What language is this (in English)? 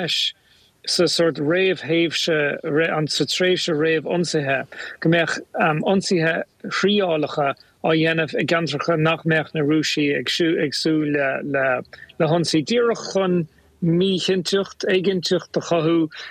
Irish